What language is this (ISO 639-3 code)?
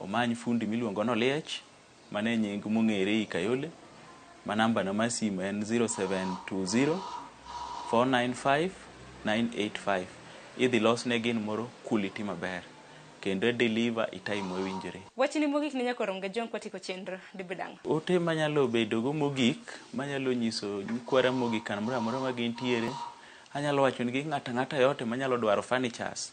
luo